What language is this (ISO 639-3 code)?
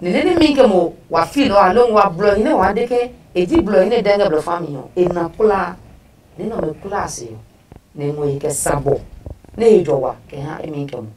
ada